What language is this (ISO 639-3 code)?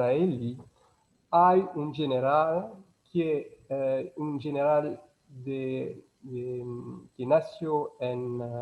lad